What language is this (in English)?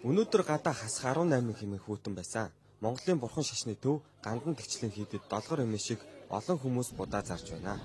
Mongolian